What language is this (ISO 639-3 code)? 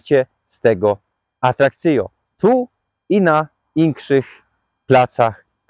szl